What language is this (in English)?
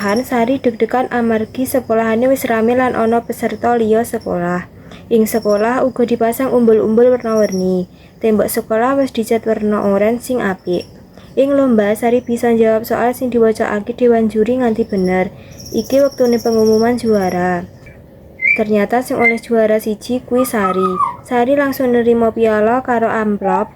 Javanese